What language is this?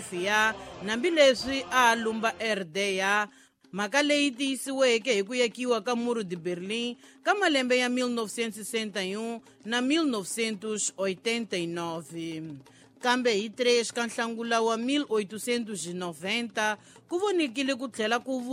Tsonga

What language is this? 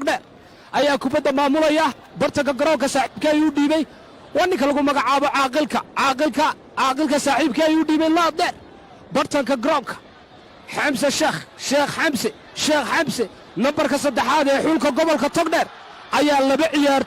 Somali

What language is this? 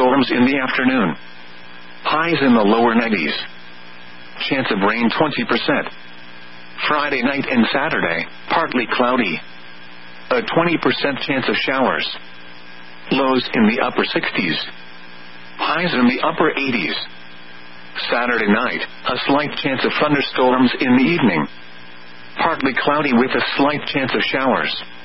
English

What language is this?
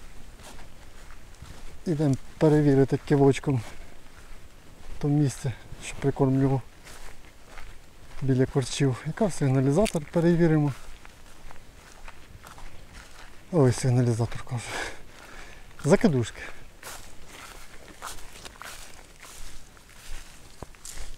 Ukrainian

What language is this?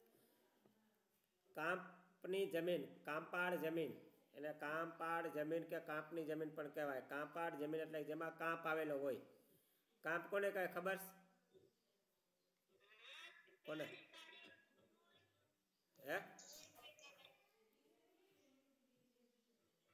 Gujarati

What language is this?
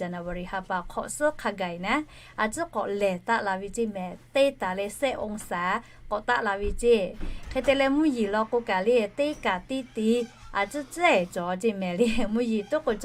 Lahu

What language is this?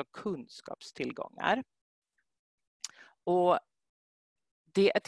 Swedish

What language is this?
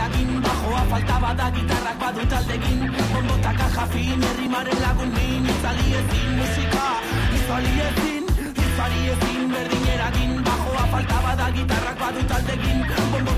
Basque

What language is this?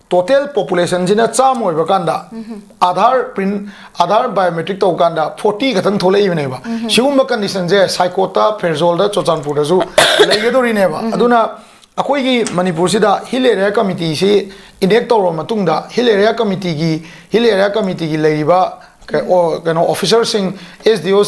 Manipuri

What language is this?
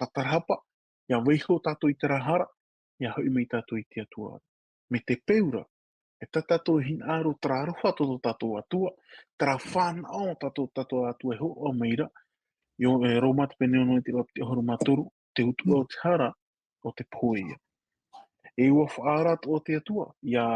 Tahitian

